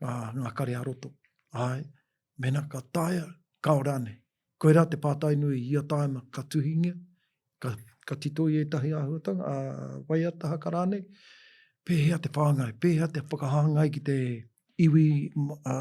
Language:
Māori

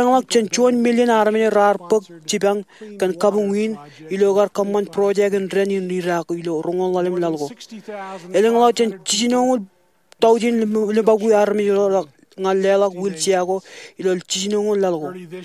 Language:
Marshallese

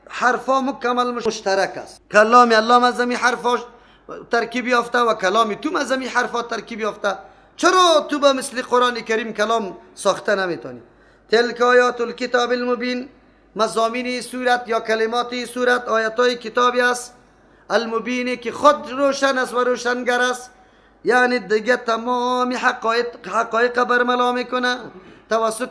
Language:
Persian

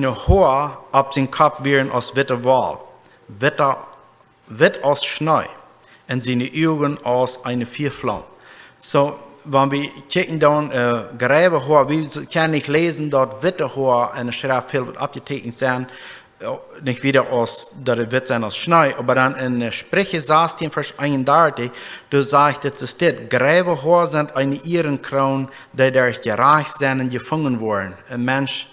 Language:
Plautdietsch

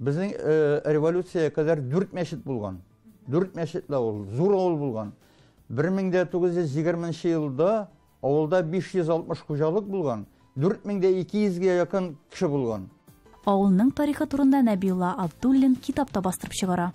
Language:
Tatar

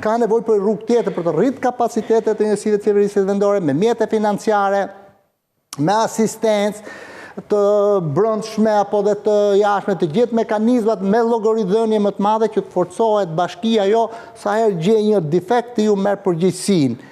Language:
Albanian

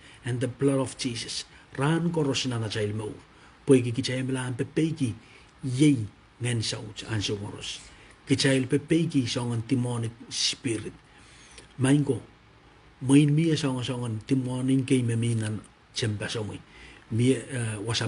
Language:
Pohnpeian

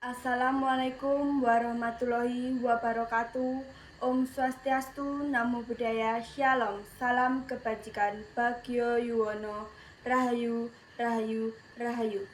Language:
Javanese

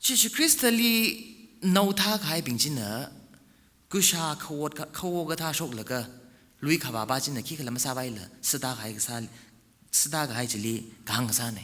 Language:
Tangkhul Naga (India)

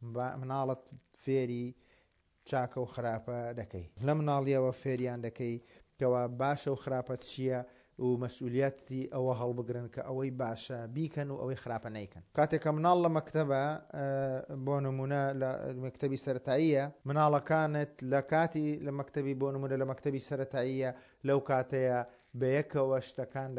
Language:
Central Kurdish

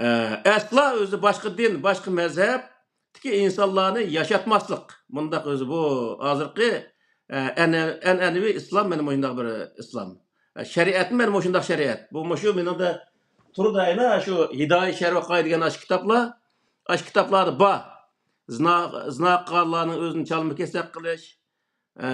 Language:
Uyghur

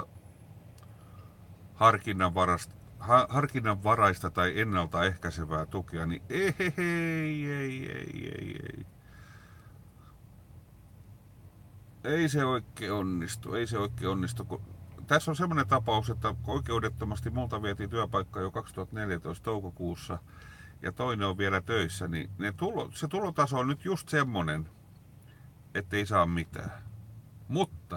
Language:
Finnish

